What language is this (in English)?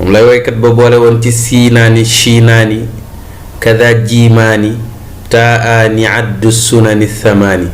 Wolof